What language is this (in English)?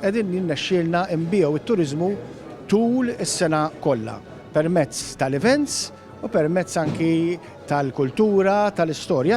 Maltese